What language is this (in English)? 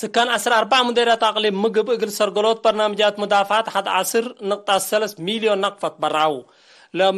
Tigre